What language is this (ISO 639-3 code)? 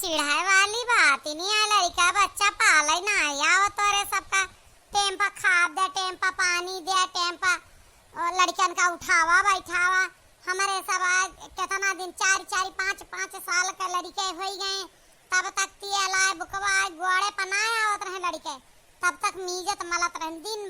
awa